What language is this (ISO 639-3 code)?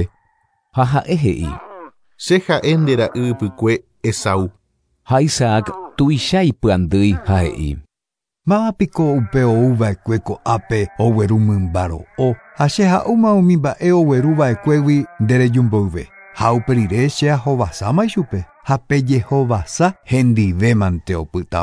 grn